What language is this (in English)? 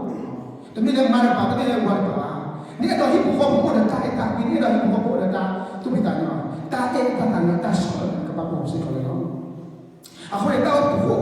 S'gaw Karen